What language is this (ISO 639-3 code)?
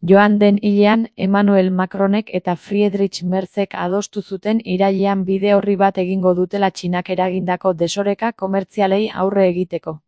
eus